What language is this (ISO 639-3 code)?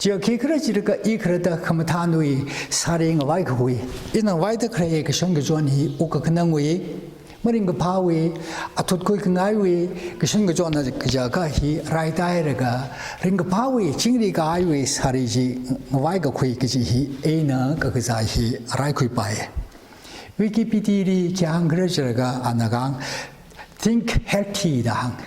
nmf